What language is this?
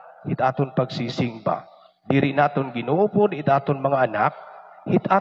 Waray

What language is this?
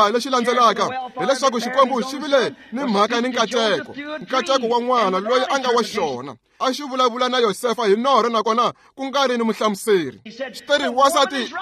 Tsonga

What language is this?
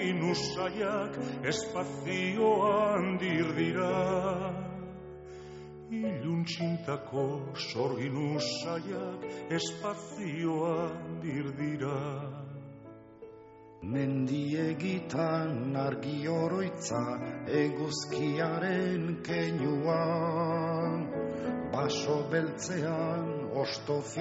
Basque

